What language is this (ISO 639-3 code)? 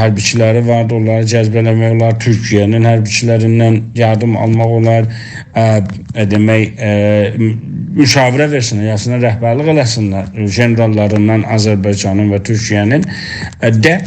azb